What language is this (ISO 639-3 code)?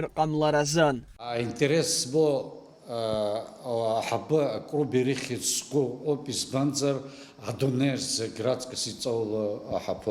abk